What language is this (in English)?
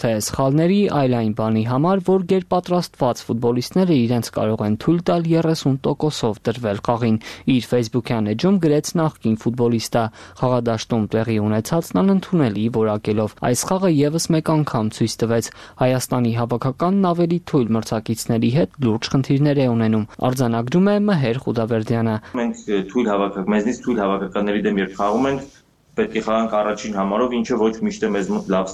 Armenian